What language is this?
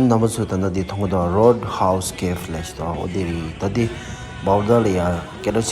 Tibetan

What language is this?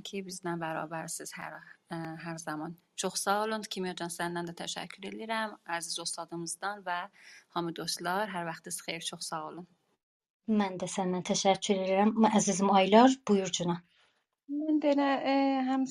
South Azerbaijani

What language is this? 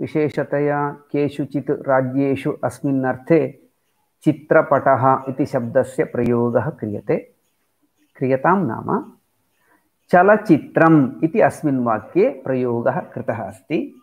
Sanskrit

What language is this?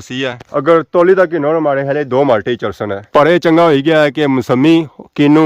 Pahari-Potwari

